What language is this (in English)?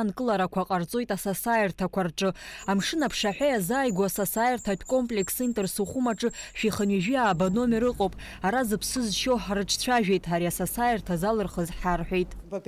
Abkhazian